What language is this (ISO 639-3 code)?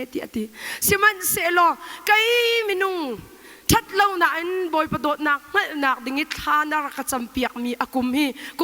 cnh